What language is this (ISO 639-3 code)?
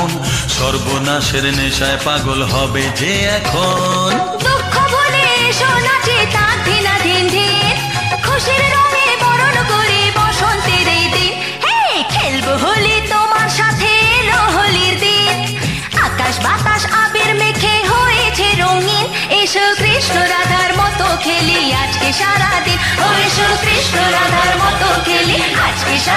ben